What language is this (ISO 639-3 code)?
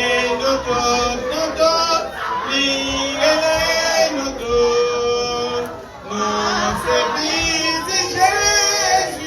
hat